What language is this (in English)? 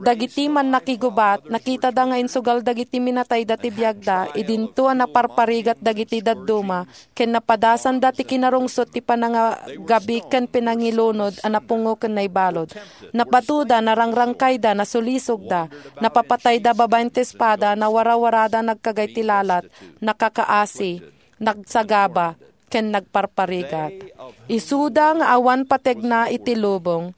Iloko